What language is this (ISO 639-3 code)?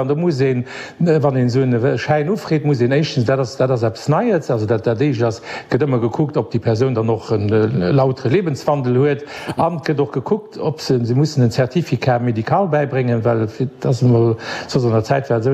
ltz